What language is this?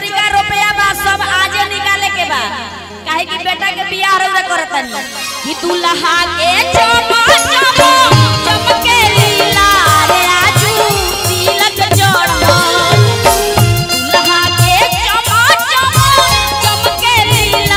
Bhojpuri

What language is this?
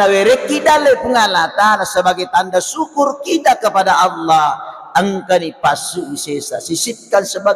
Buginese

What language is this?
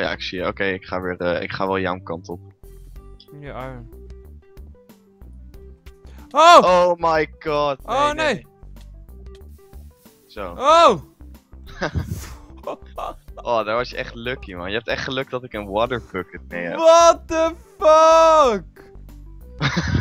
Dutch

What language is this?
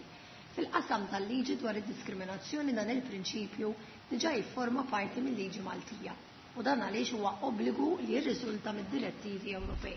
Maltese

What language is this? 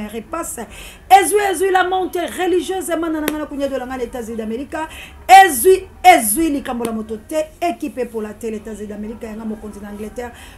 Lingala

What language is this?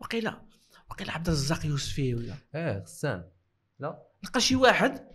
Moroccan Arabic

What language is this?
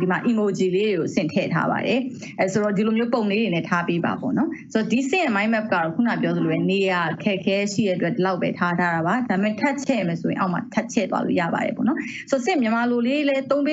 Burmese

